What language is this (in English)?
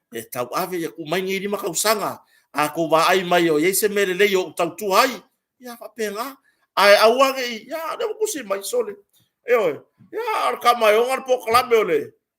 Samoan